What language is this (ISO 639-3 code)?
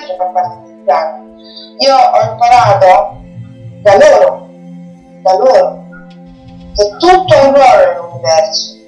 ita